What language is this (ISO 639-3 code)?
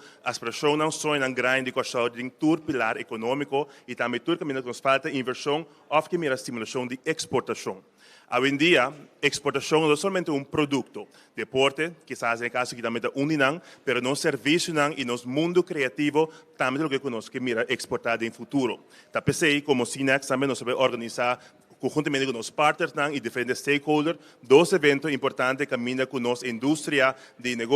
pap